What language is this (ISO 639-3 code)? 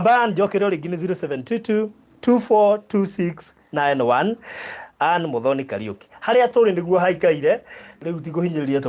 kik